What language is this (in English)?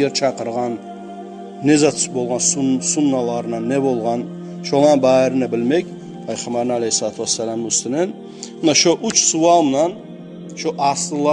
Kumyk